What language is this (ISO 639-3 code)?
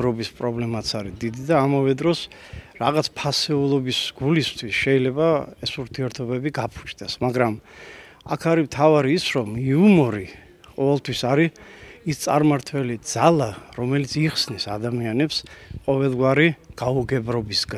kat